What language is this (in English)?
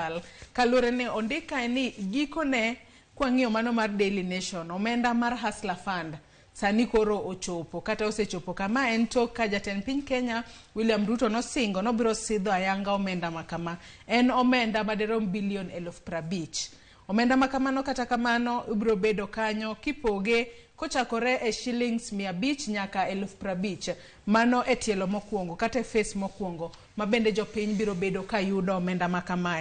Luo (Kenya and Tanzania)